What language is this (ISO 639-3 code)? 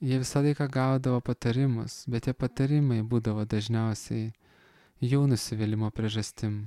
lit